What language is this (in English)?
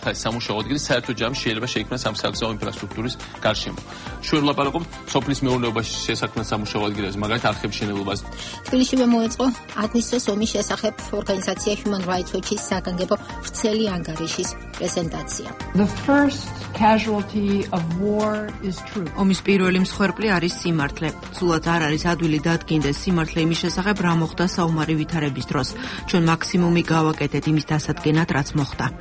Georgian